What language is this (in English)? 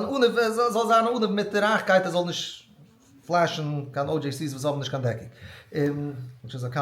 Yiddish